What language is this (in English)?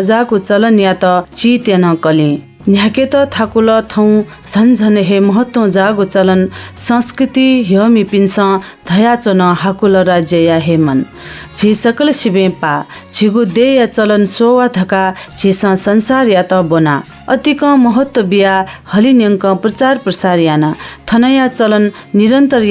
Newari